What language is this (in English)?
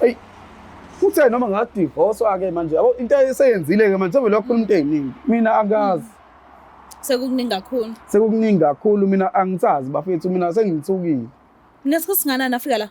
Zulu